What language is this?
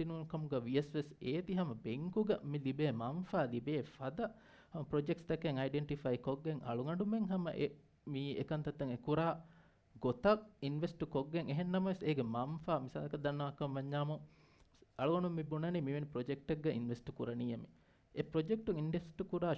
Divehi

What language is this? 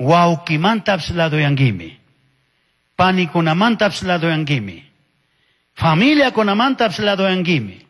Chimborazo Highland Quichua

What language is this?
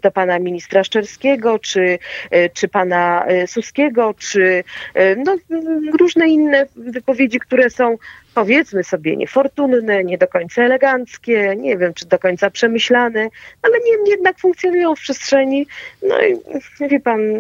Polish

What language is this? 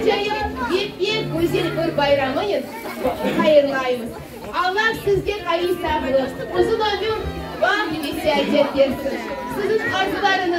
Crimean Tatar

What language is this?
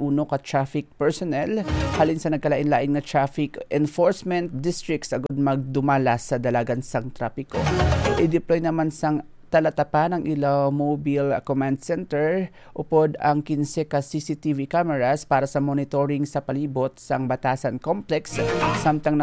Hiligaynon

